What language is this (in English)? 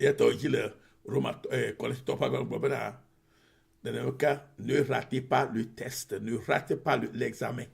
Ewe